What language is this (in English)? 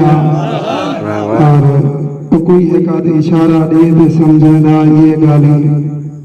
Saraiki